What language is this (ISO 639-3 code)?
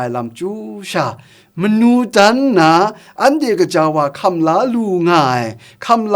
kac